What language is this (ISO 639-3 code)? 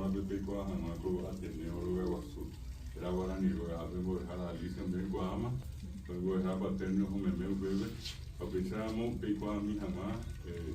grn